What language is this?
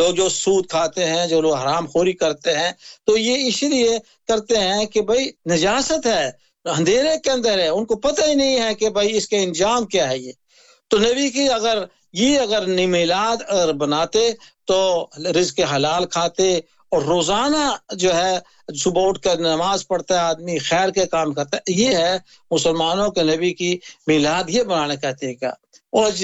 Urdu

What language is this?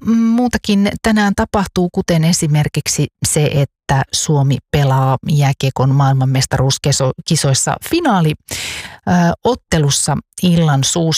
Finnish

